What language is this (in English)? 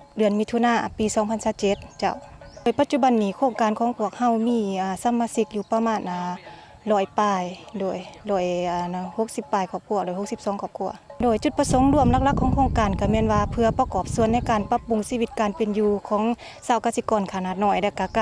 Lao